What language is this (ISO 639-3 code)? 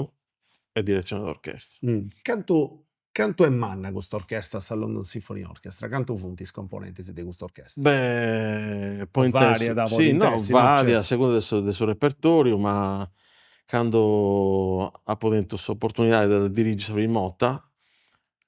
srd